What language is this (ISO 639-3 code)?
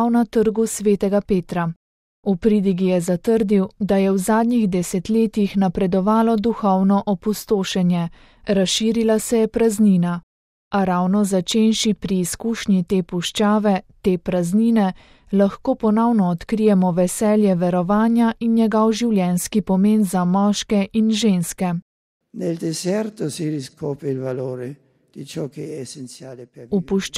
slv